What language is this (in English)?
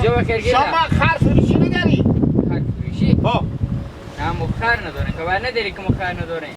Hazaragi